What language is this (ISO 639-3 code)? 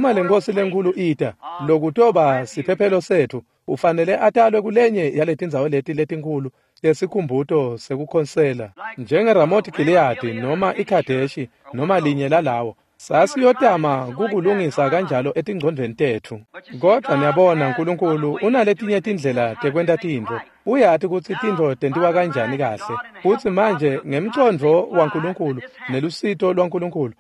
ssw